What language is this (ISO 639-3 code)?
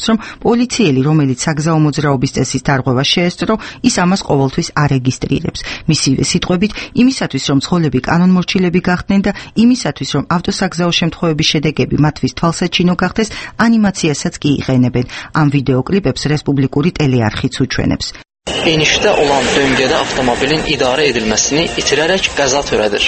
kat